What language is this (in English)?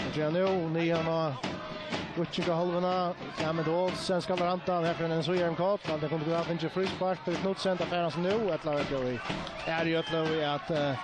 Faroese